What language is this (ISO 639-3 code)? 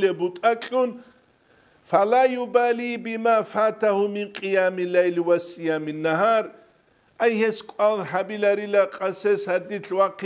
ava